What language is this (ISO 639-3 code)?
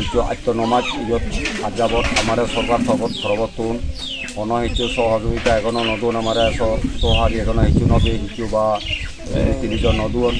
ccp